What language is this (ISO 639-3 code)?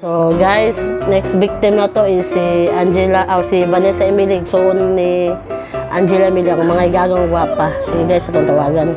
ceb